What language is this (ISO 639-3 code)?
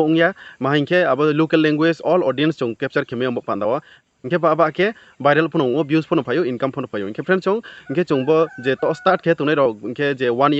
ria